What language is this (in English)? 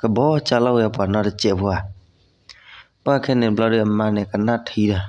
S'gaw Karen